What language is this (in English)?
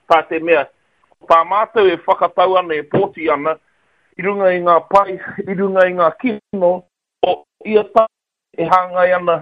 Māori